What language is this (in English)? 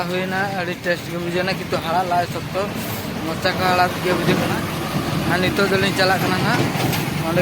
Santali